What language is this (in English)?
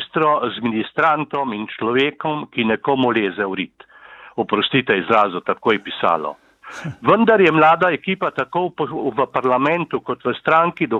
Slovenian